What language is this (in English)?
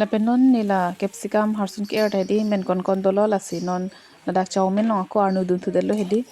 Karbi